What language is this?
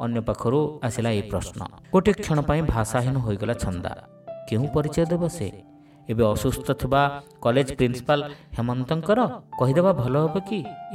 Odia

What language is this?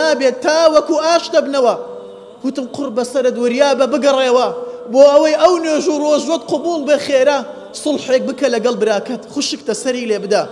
Central Kurdish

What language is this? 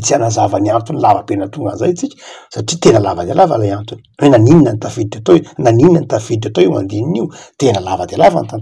Malagasy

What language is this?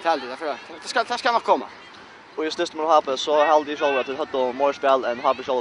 Faroese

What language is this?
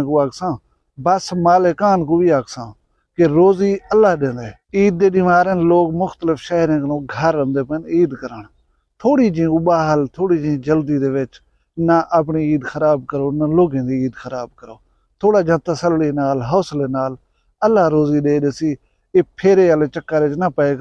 Saraiki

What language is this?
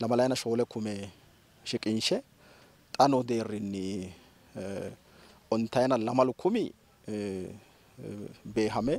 Sidamo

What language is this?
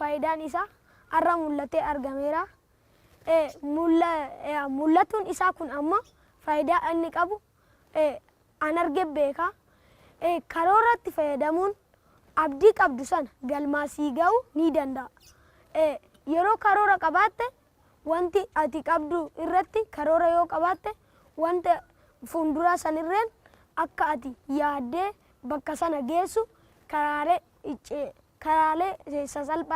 Oromo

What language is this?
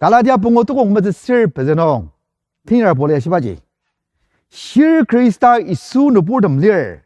Ao Naga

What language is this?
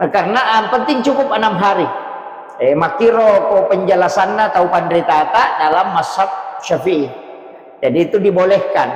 Buginese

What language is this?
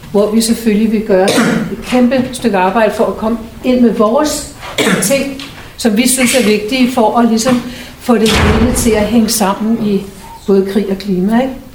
Danish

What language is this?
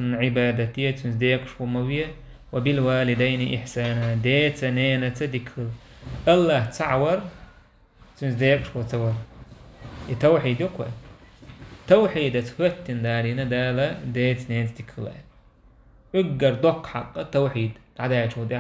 Chechen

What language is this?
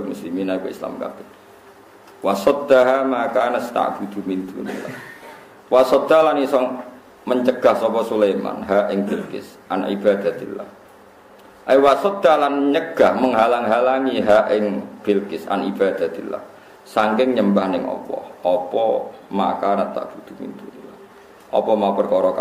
Javanese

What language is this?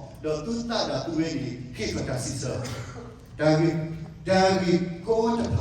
S'gaw Karen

